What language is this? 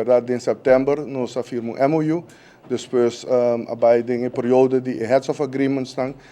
Papiamento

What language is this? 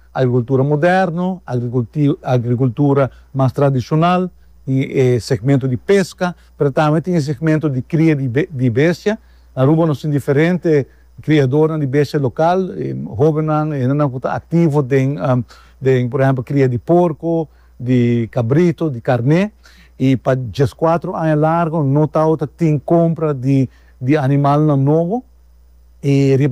Papiamento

